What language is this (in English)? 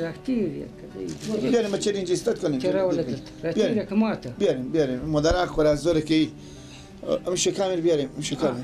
Persian